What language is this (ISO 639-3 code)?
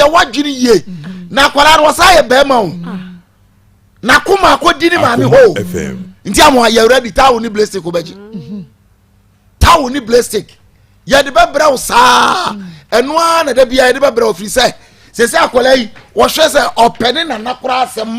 aka